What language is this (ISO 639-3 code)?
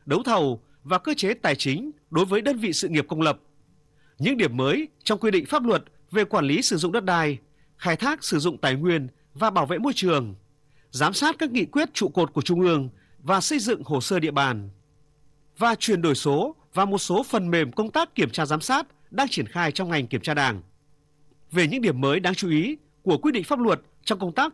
vie